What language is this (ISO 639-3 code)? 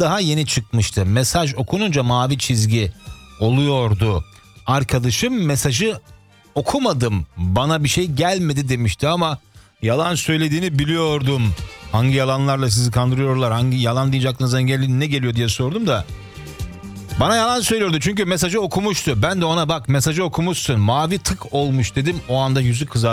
tur